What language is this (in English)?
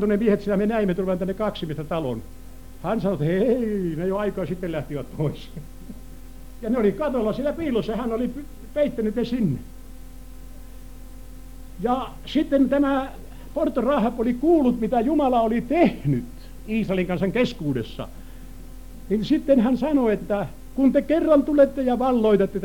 Finnish